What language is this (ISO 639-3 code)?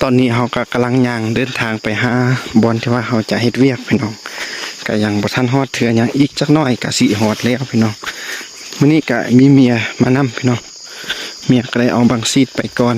lao